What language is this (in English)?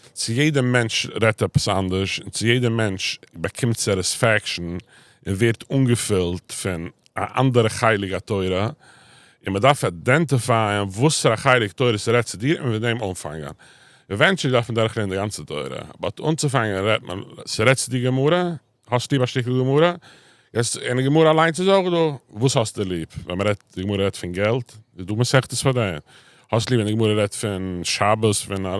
Yiddish